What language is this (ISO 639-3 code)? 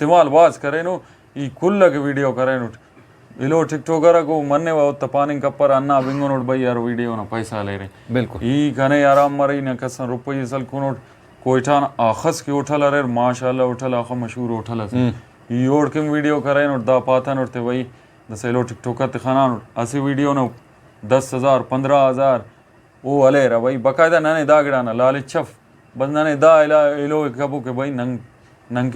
brh